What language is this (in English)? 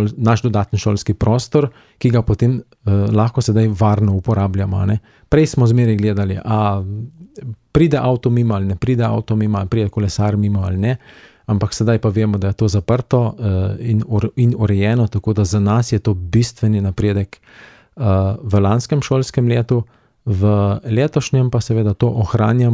Slovenian